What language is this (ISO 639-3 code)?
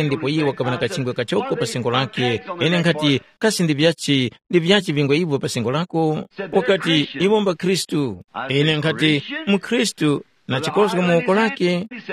tum